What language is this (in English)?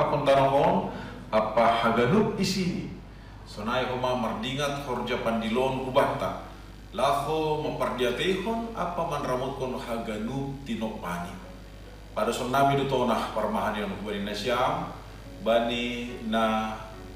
Batak Simalungun